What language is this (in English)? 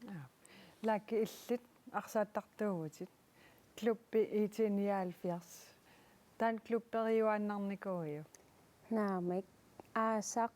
Kalaallisut